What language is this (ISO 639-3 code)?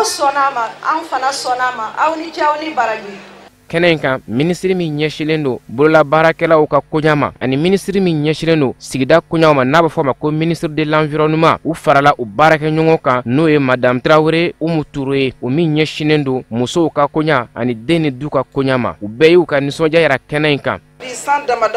bam